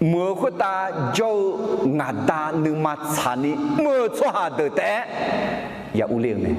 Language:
Akha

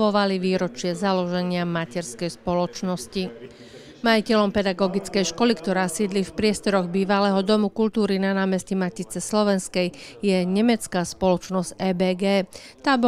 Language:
Slovak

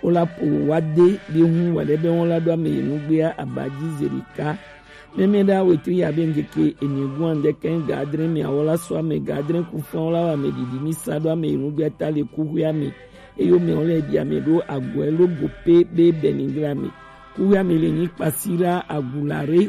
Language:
Gen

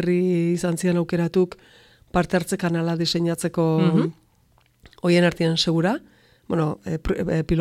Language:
Basque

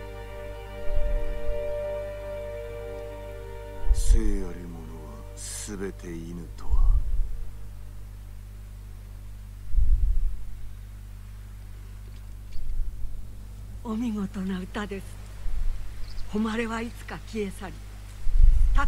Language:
Japanese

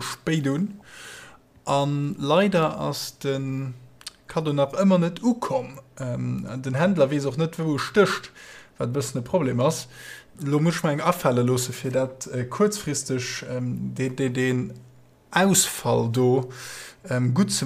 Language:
Luxembourgish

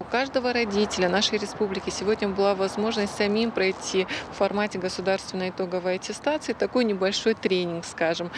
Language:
Ossetic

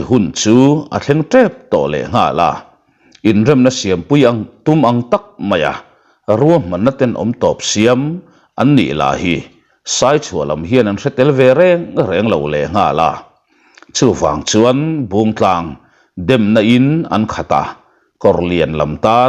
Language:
Mizo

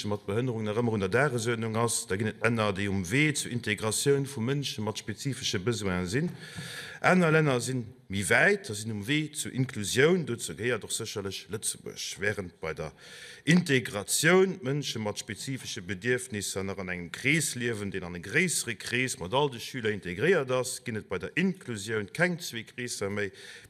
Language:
Luxembourgish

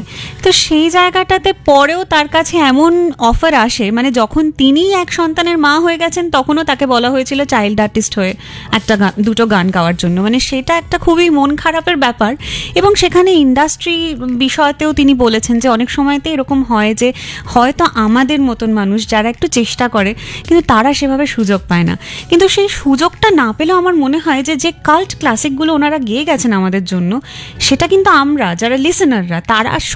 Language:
Bangla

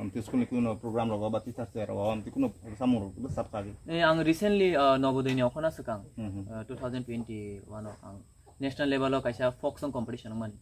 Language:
Kok Borok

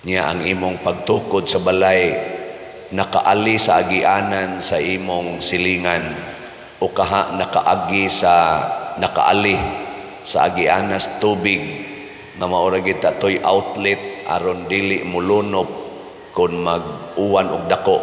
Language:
Cebuano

